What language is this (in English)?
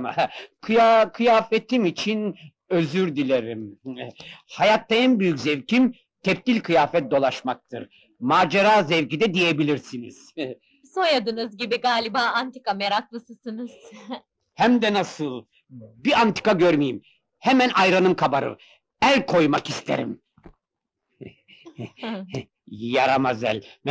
Turkish